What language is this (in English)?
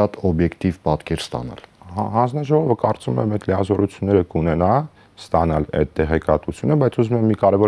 Armenian